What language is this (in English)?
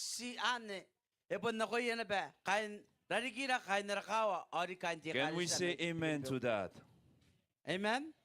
Gilbertese